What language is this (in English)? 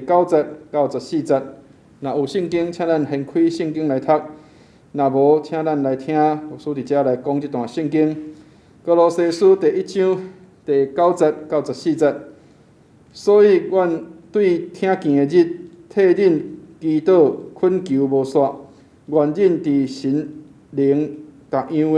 Min Nan Chinese